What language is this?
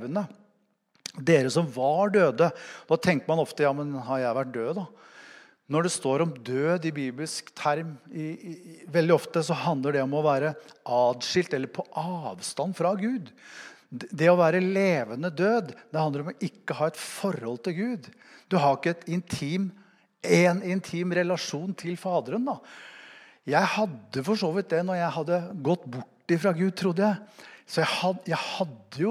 Norwegian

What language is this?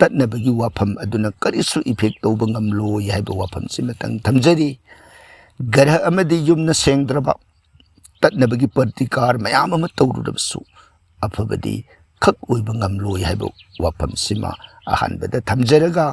Manipuri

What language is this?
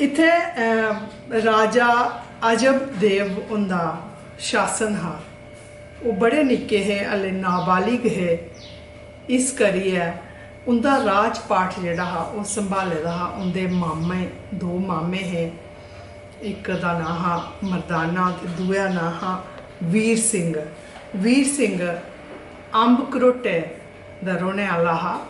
Dogri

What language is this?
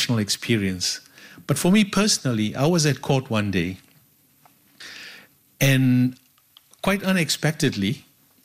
English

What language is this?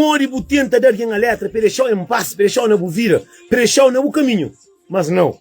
Kabuverdianu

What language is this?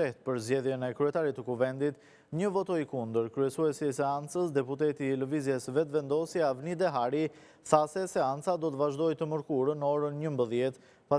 Albanian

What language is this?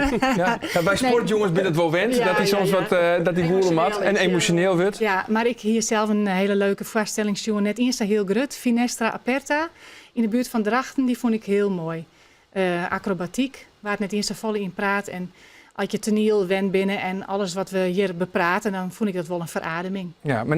Western Frisian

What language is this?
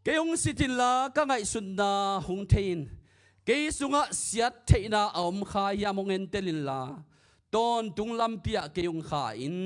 Tedim Chin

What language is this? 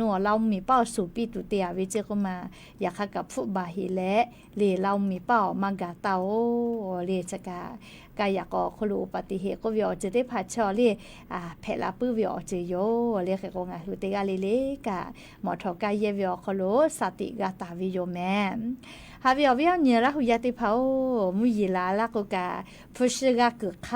Lahu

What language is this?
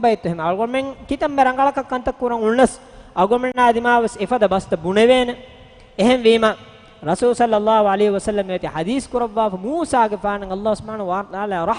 Divehi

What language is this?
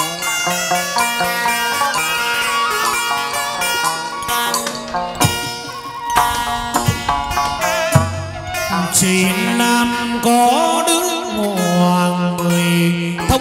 Vietnamese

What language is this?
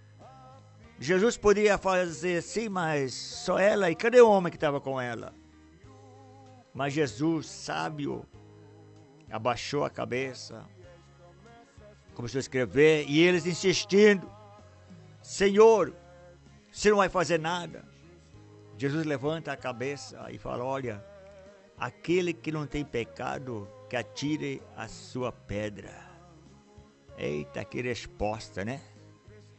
Portuguese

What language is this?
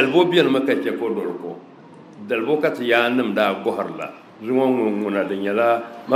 Dagbani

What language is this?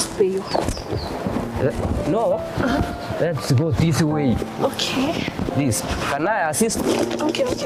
Gusii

